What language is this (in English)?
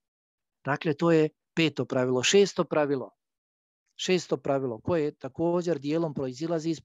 Bosnian